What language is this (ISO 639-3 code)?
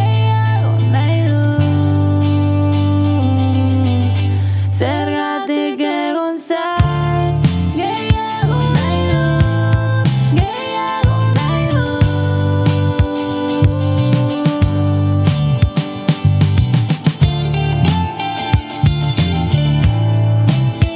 eus